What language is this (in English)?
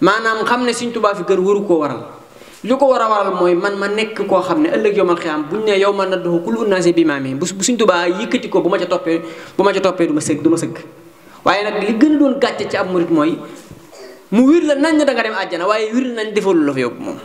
Wolof